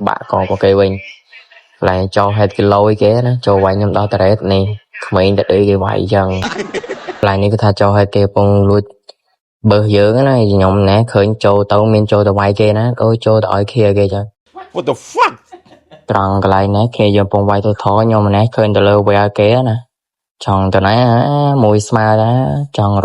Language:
Khmer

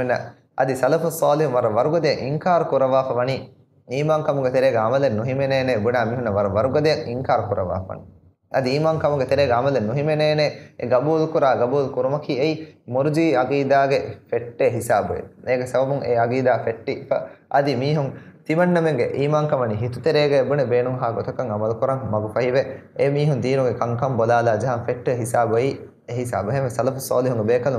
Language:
Divehi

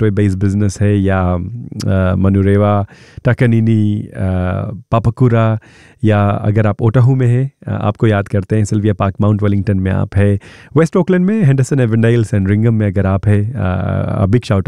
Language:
Hindi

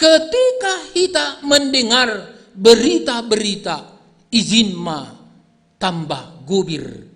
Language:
Batak Simalungun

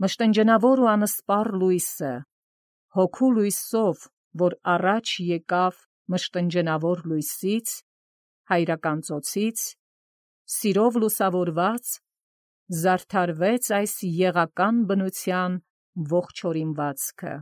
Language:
Armenian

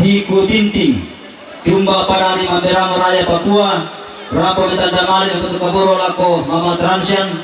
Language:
Toraja-Sa'dan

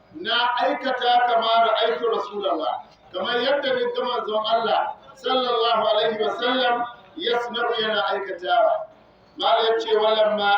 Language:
Hausa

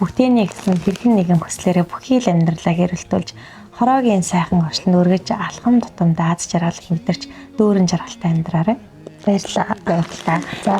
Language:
Mongolian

